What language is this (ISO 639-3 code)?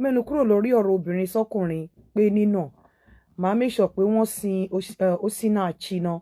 yor